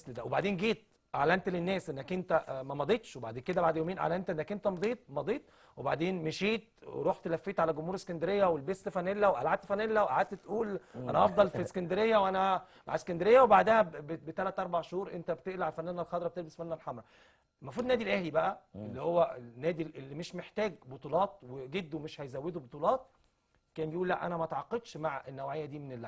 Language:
Egyptian Arabic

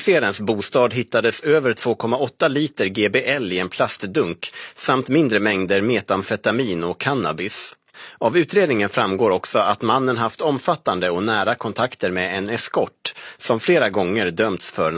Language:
Swedish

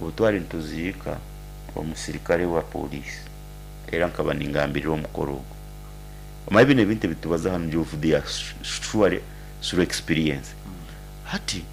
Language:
Nyankole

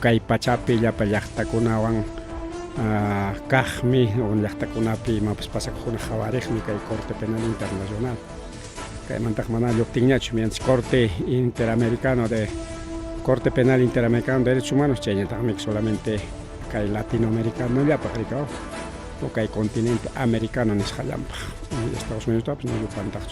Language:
Ayacucho Quechua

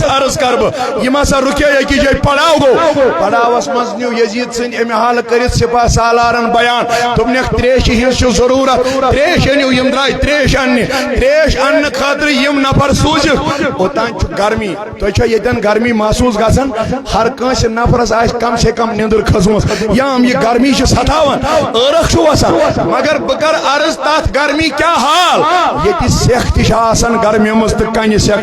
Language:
Kashmiri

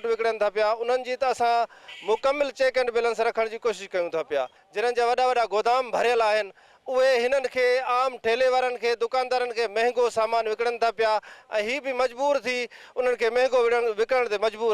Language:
Sindhi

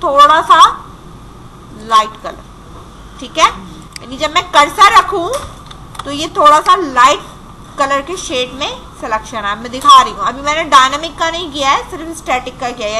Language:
Hindi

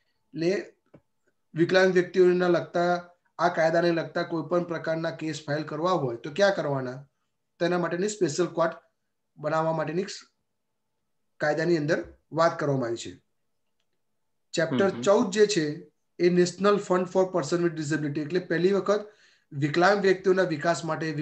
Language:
Gujarati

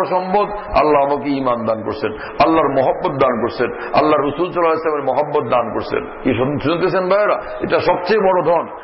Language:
Bangla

